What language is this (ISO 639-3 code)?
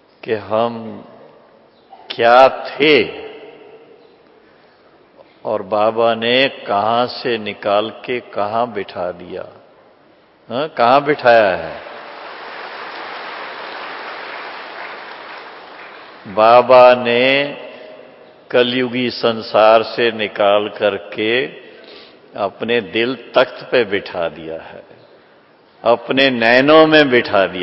hin